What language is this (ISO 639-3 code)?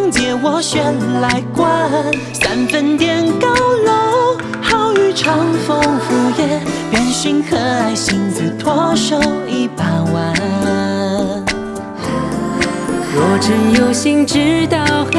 zho